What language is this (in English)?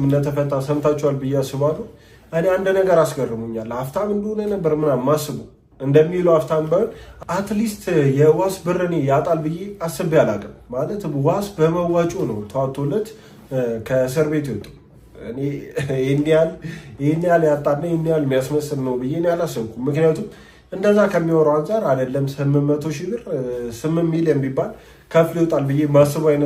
Amharic